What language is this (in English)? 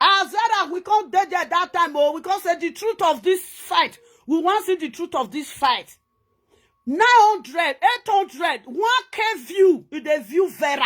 Nigerian Pidgin